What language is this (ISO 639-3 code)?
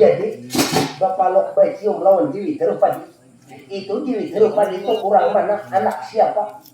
bjn